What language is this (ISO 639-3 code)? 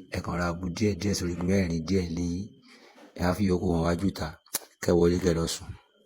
yor